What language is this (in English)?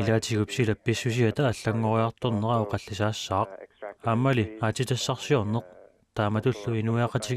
Kalaallisut